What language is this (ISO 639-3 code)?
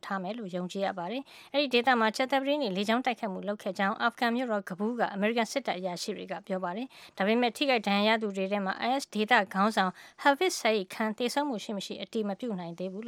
mya